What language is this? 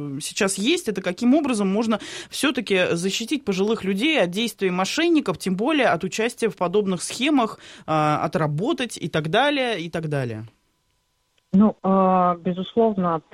Russian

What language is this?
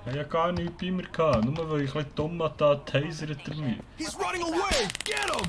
Swiss German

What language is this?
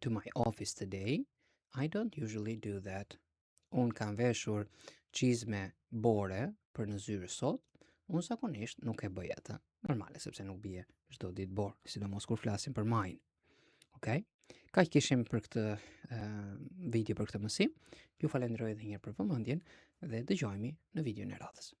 Albanian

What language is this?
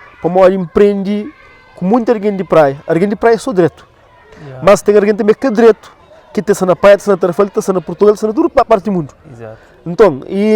Kabuverdianu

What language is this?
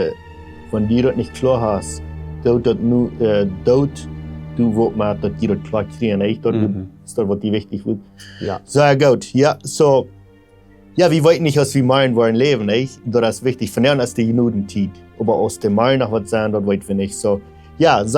Plautdietsch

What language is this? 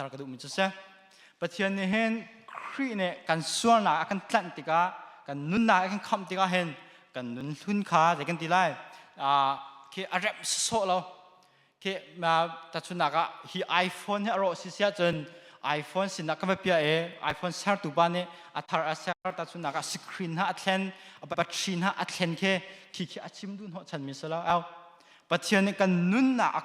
Hakha Chin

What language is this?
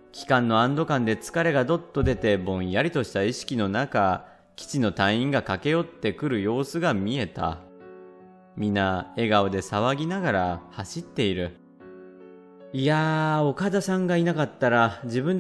Japanese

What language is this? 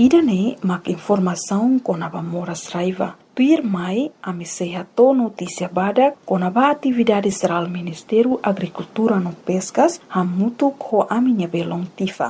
Tetum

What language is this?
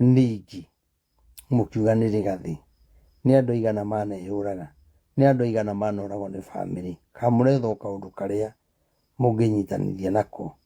Kikuyu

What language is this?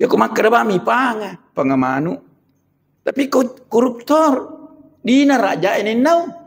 Buginese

